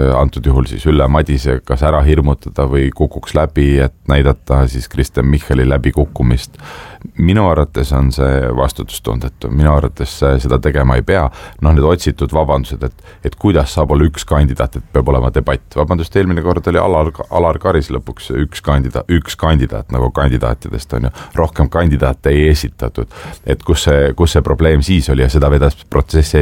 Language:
Estonian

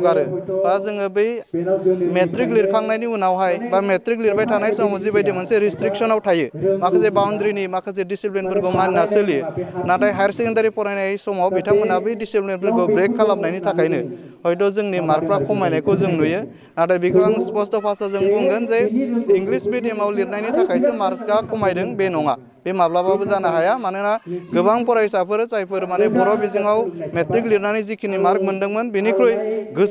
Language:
Bodo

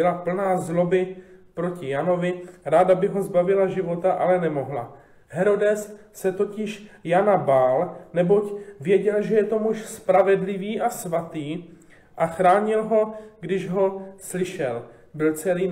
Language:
Czech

